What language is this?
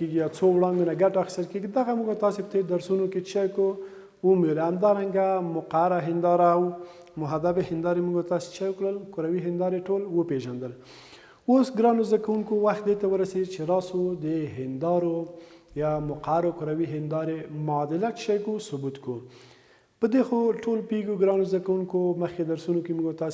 Pashto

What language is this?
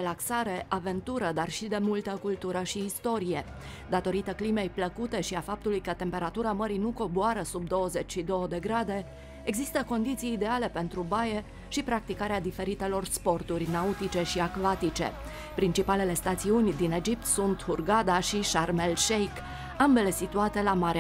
Romanian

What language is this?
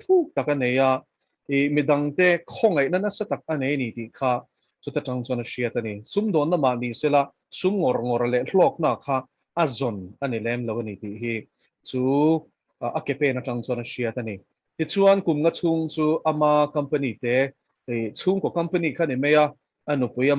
Mizo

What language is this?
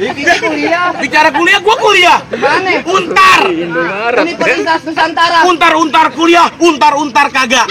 Betawi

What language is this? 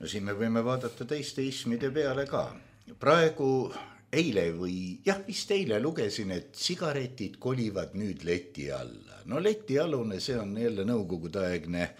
Estonian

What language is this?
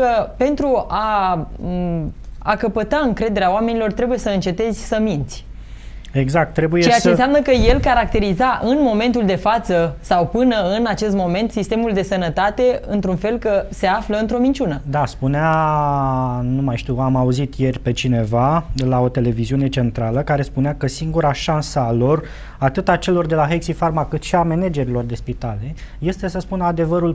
Romanian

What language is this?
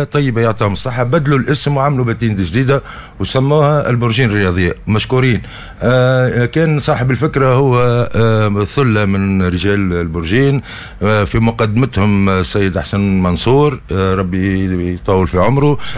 Tunisian Arabic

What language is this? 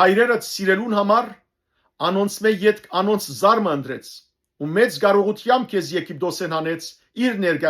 Western Armenian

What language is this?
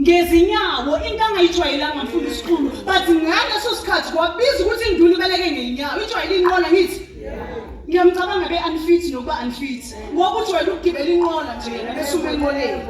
Zulu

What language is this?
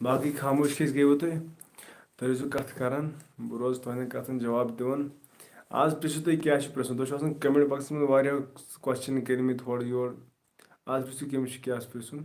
Kashmiri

